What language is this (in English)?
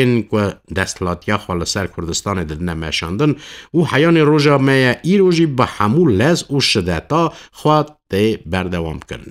Kurdish